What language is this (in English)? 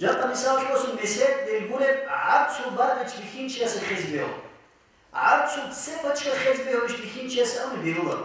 Avaric